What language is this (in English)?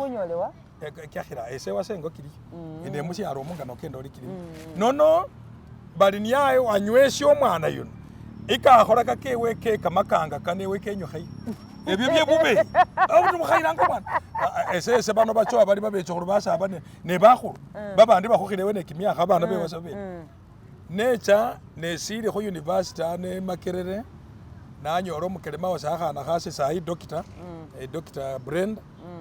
Masaaba